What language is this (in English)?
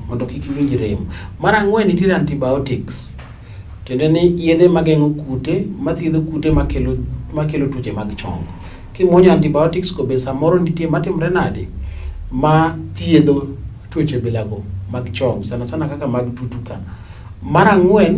Luo (Kenya and Tanzania)